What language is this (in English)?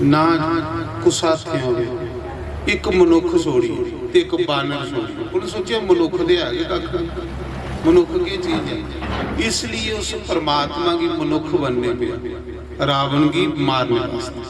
Dogri